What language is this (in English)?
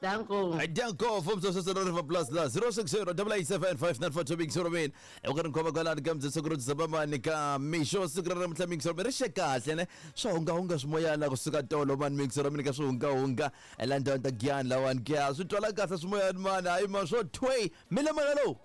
Tsonga